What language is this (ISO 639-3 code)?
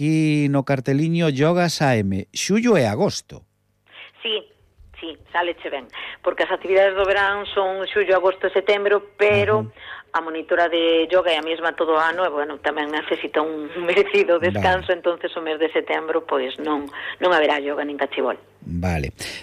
glg